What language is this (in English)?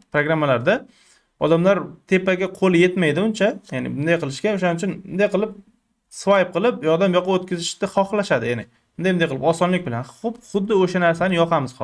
Uzbek